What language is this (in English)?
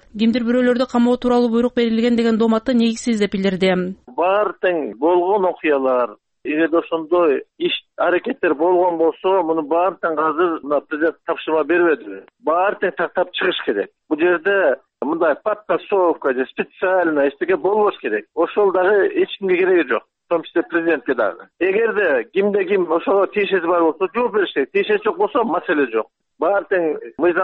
Kyrgyz